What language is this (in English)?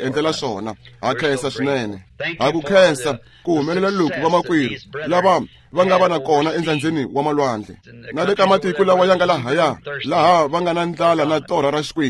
Tsonga